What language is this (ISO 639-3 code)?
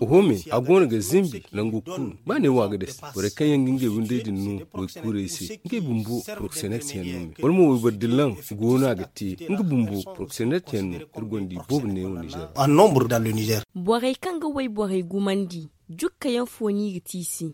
dje